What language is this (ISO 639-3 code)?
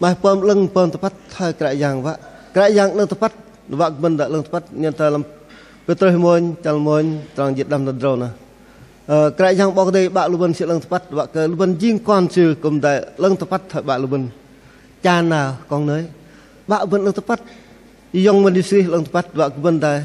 bdq